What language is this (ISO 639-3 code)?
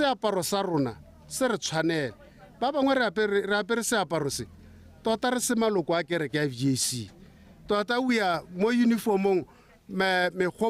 tsn